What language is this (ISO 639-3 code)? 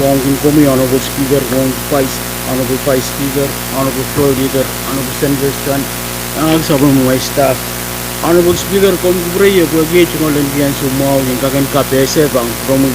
pon